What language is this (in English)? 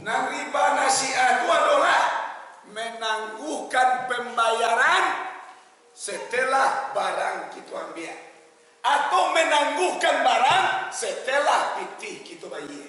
Minangkabau